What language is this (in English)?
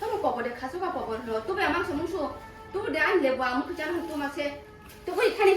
Kok Borok